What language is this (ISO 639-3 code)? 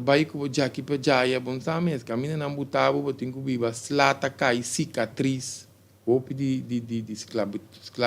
pap